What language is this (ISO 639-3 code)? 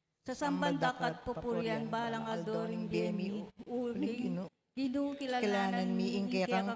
pam